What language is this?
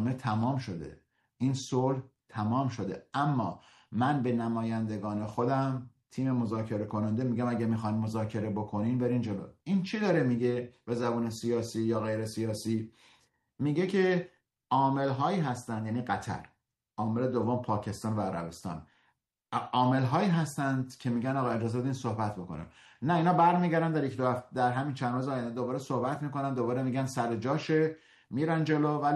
Persian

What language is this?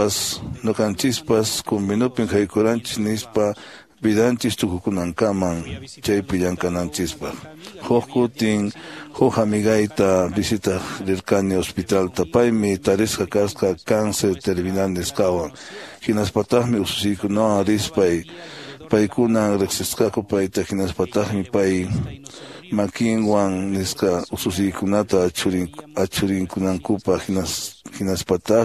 Quechua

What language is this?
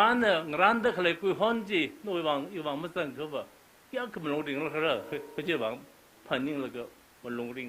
Tangkhul Naga (India)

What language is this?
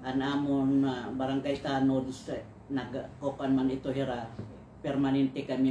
Waray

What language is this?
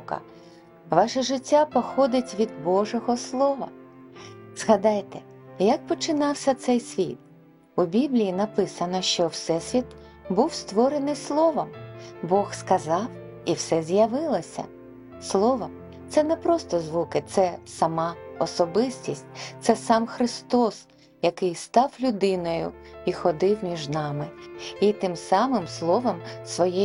Ukrainian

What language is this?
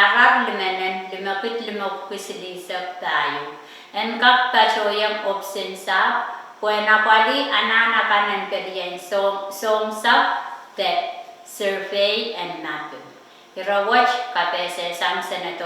Pohnpeian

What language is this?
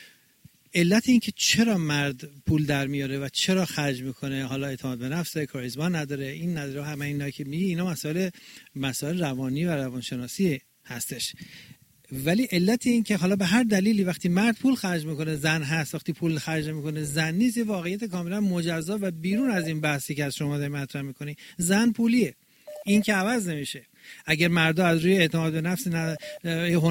Persian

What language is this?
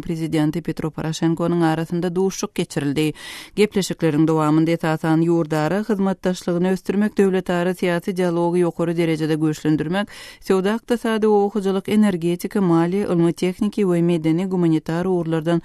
Turkmen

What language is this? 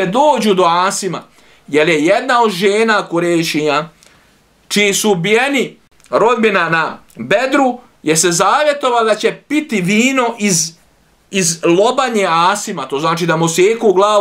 Bosnian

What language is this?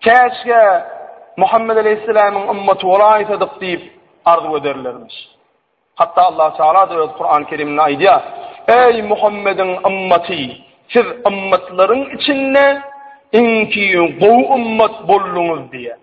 Turkmen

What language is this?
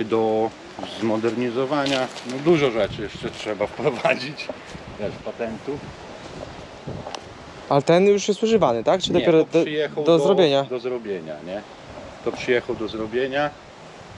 Polish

